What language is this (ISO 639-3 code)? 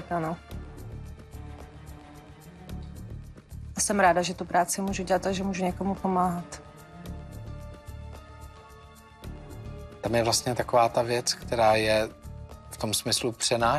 ces